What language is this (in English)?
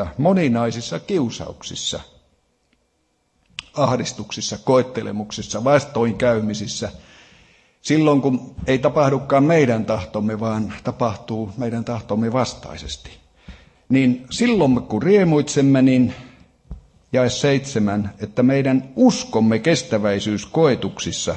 Finnish